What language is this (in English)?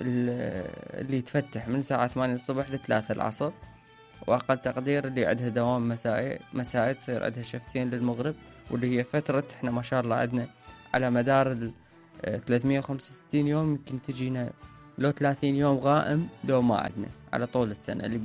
Mesopotamian Arabic